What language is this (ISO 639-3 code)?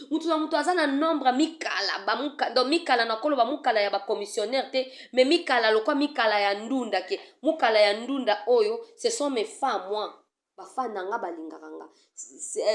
lin